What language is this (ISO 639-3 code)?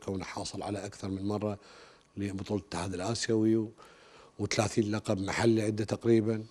acm